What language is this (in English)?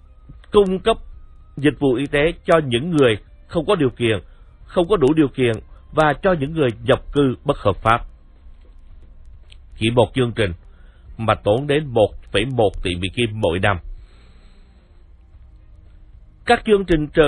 Vietnamese